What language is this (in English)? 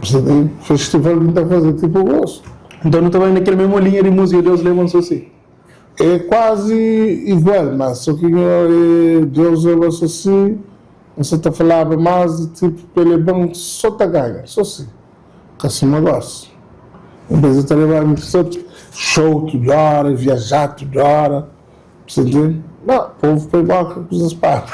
Kabuverdianu